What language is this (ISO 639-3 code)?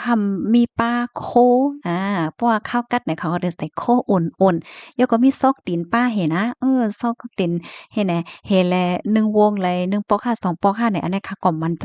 shn